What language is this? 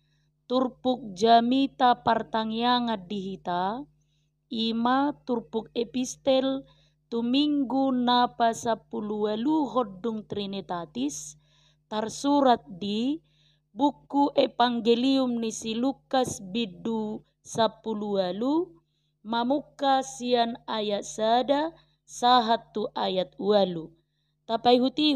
Batak Toba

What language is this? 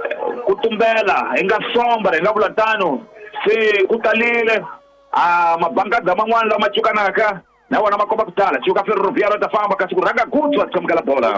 Tsonga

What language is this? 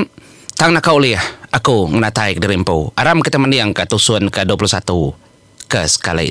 Iban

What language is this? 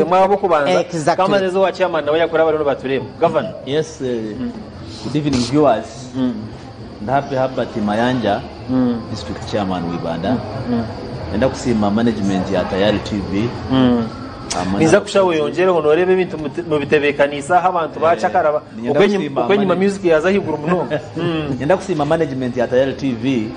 Nyankole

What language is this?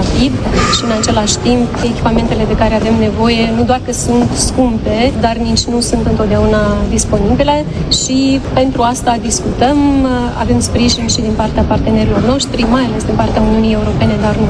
Romanian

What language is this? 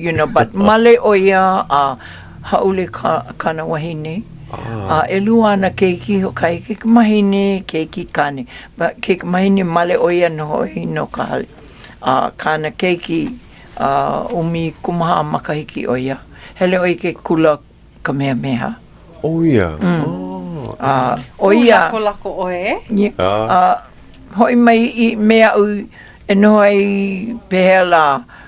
Hawaiian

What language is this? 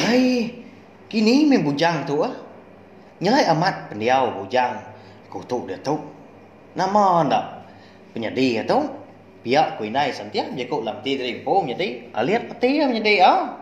Iban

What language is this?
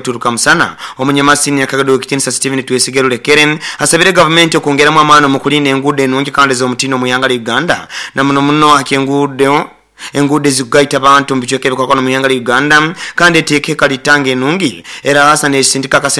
Nyoro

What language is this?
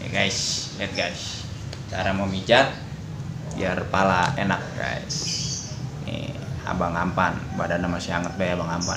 Betawi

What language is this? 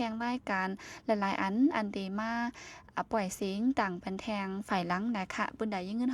Shan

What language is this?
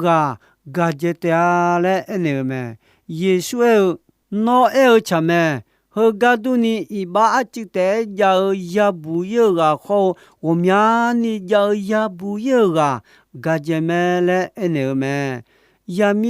Akha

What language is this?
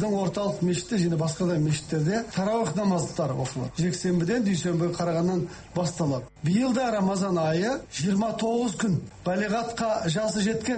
Kazakh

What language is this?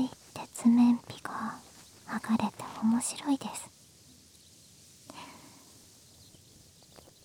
Japanese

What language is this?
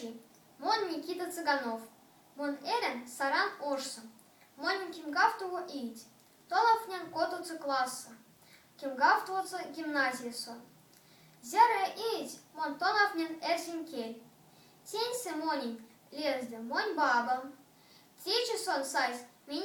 Erzya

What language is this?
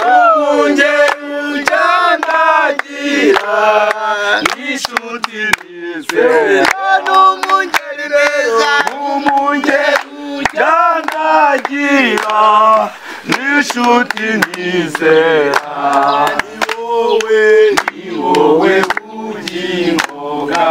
Kinyarwanda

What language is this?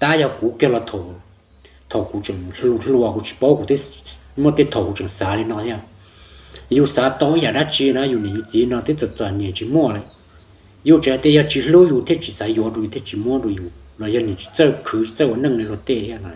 Hmong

